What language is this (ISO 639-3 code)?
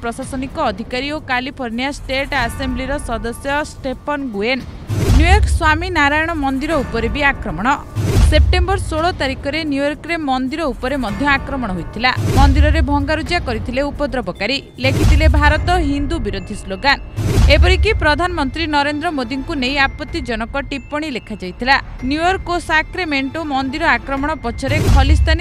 ori